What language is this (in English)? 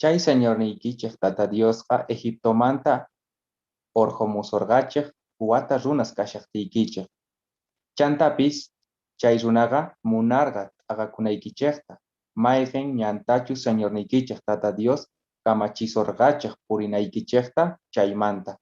South Bolivian Quechua